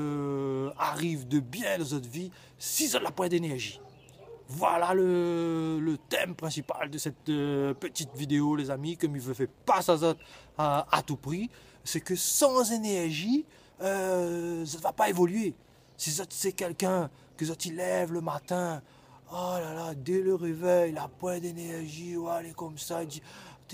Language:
Réunion Creole French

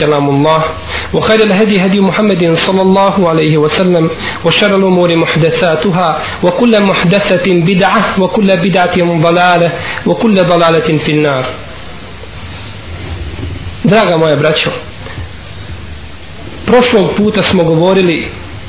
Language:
Bosnian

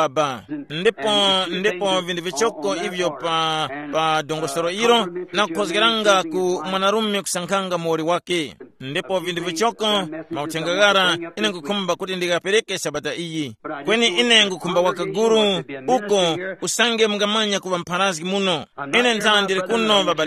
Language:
Tumbuka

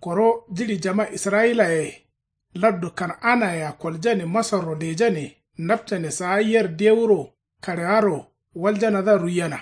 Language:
Kanuri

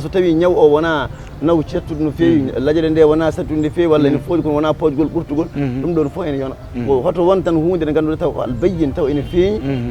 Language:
Fula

